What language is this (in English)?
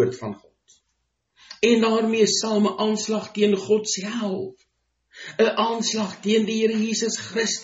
Afrikaans